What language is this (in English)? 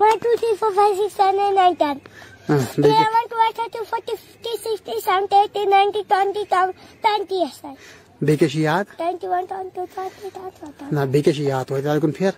Kashmiri